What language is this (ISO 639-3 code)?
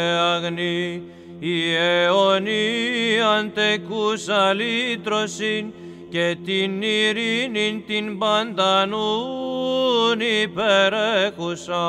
ell